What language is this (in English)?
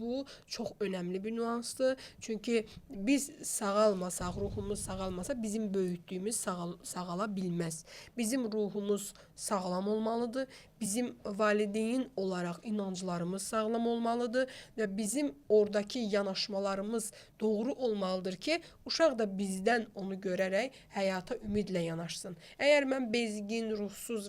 Azerbaijani